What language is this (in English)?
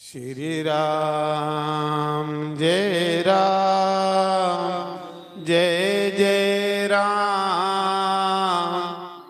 Dogri